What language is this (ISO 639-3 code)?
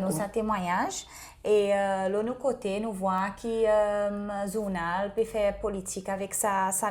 crs